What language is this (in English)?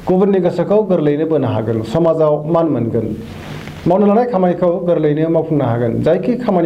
Bodo